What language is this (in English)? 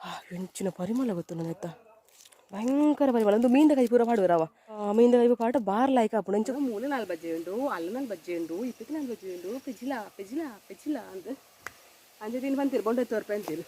Tulu